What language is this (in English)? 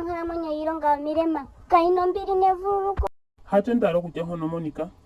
Ndonga